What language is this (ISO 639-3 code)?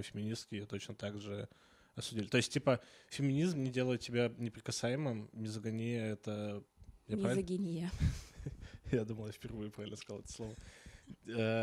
rus